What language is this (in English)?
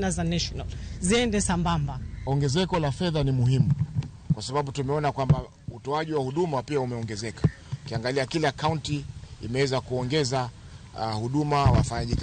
Luo (Kenya and Tanzania)